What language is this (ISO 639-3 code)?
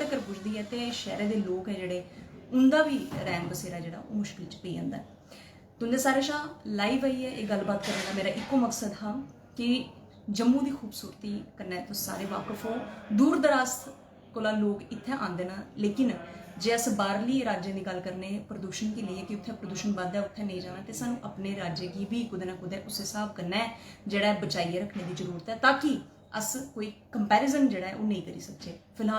doi